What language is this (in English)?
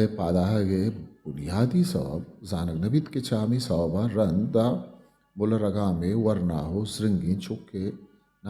Eastern Balochi